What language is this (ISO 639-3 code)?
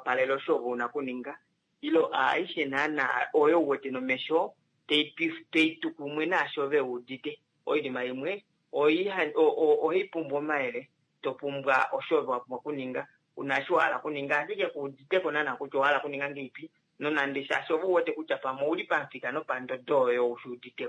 kua